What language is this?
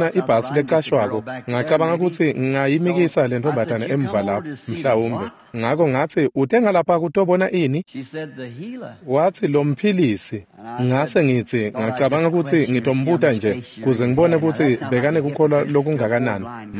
Swati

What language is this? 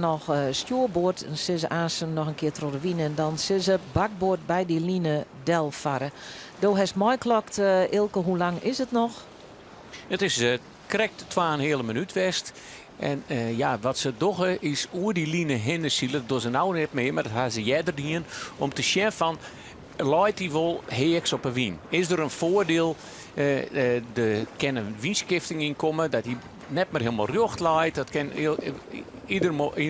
Western Frisian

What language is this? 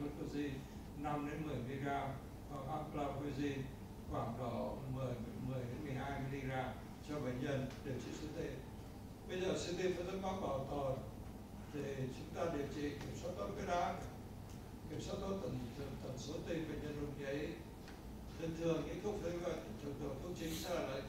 Vietnamese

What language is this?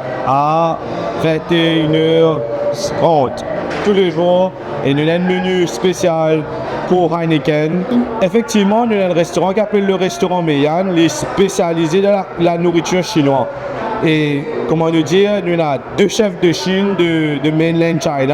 Morisyen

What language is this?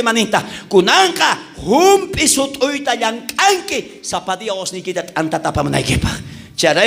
South Bolivian Quechua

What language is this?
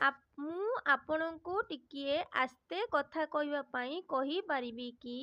Odia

